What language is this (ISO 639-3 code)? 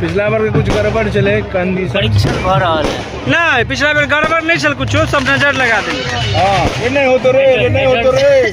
mai